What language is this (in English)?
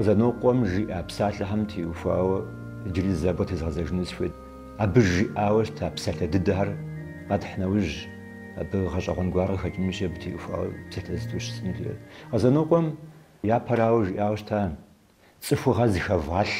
Kabardian